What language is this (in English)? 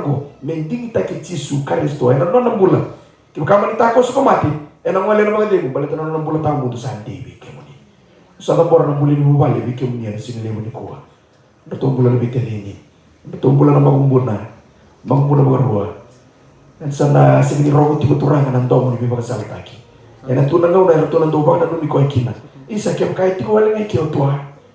Fijian